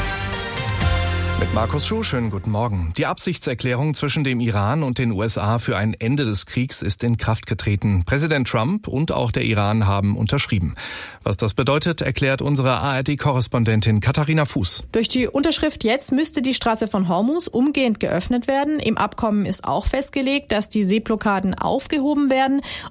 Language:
German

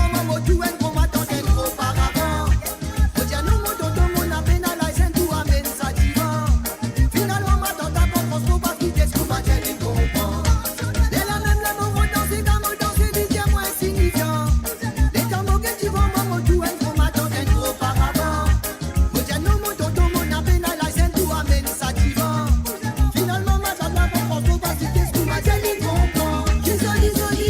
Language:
Morisyen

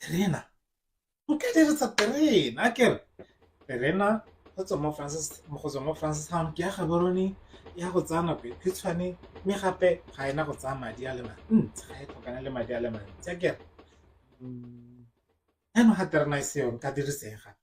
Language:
Tswana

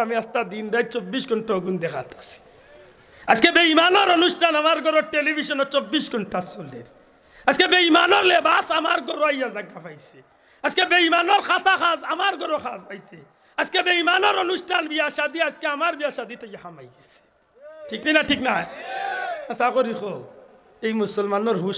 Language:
Sylheti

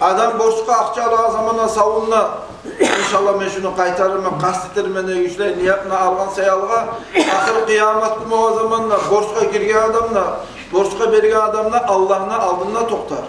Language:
Kumyk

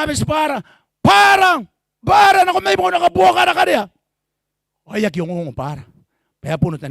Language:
Gilbertese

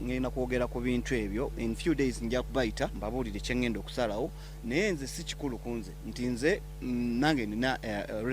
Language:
Ganda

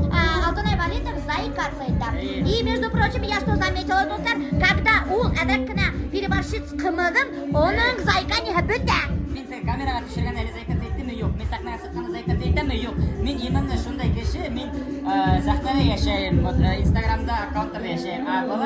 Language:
Bashkir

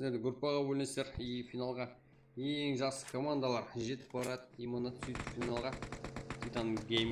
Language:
Kara-Kalpak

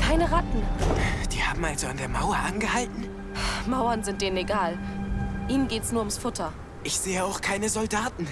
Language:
Bavarian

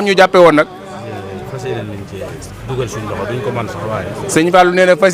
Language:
Wolof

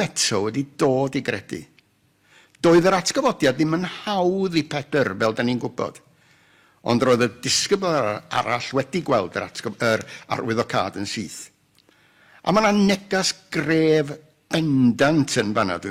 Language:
Welsh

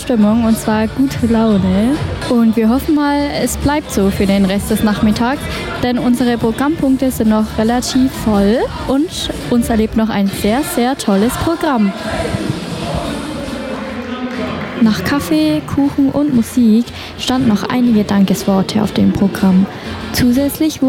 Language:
German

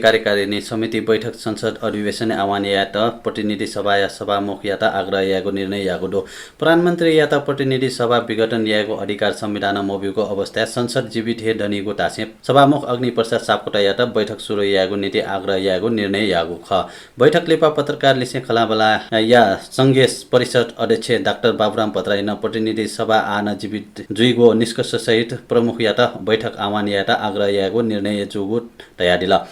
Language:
Newari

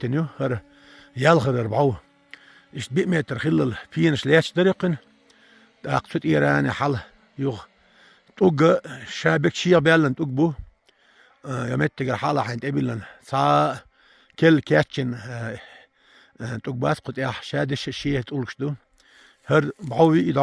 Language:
Chechen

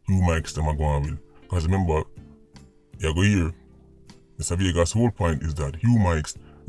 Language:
Jamaican Creole English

